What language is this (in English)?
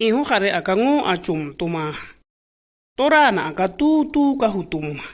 Shua